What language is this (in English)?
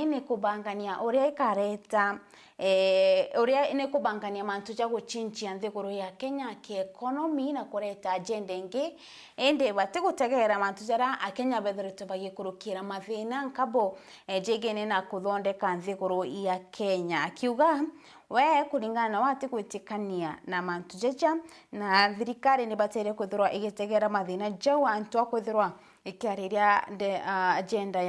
Meru